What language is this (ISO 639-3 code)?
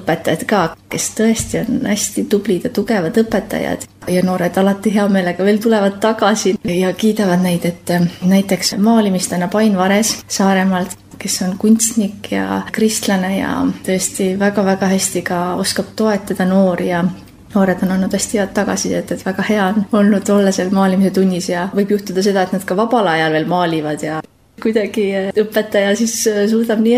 est